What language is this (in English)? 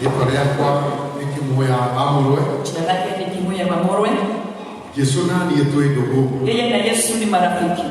Kikuyu